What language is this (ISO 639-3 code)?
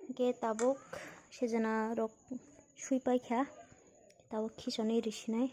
trp